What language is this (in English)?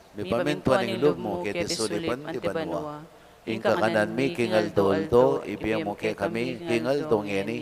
Pampanga